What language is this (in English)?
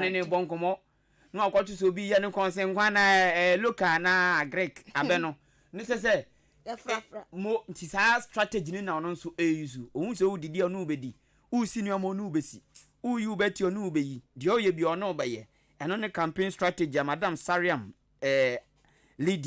Akan